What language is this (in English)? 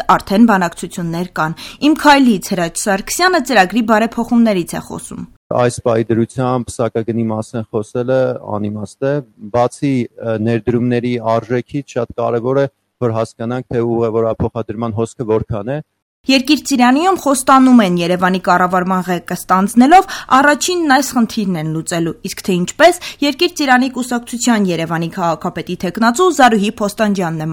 Armenian